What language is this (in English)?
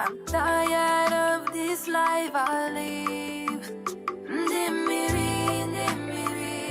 Ewe